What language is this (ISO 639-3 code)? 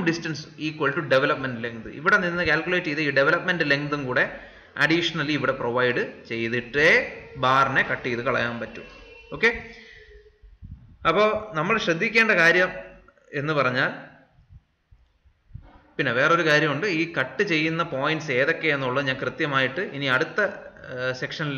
mal